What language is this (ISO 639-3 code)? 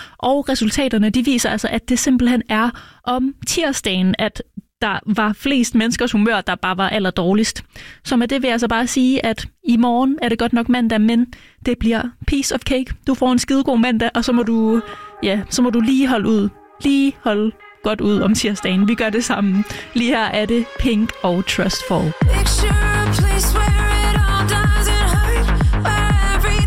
dan